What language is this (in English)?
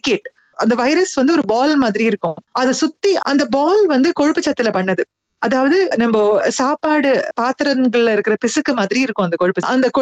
Tamil